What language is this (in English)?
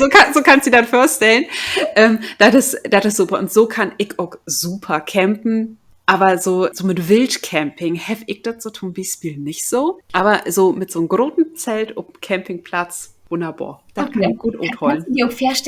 Low German